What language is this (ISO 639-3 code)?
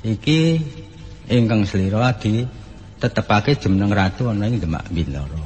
jav